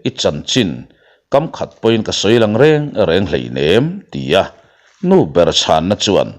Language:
Mizo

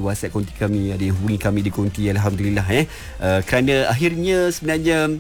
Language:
Malay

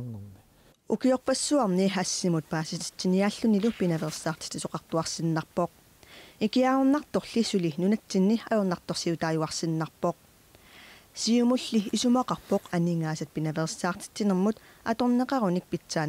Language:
Kalaallisut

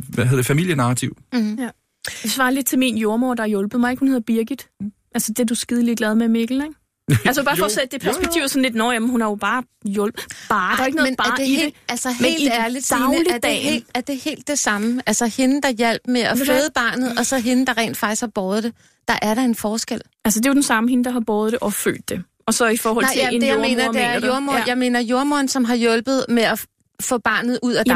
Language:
Danish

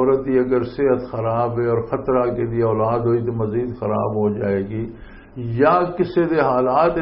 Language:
Western Panjabi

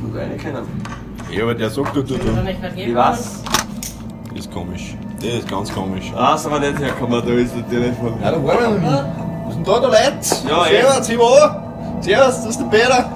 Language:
Bavarian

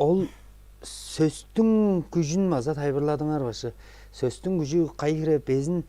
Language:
Tuvinian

